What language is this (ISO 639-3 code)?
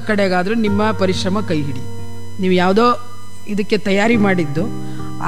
kan